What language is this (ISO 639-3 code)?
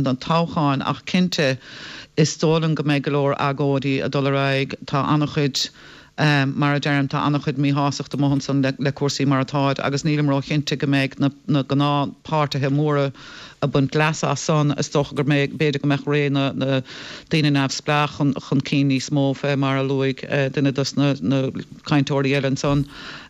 gle